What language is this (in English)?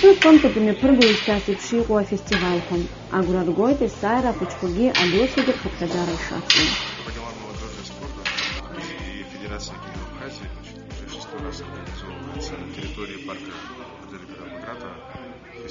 Abkhazian